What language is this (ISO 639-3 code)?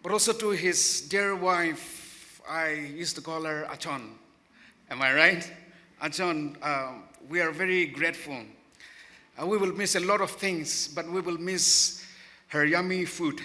nmf